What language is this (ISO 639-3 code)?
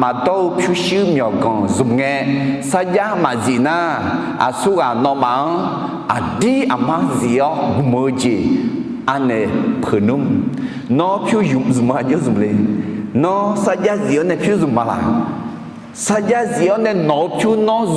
ahk